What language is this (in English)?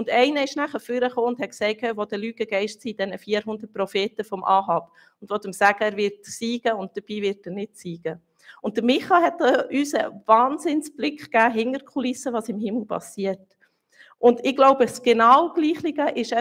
Swiss German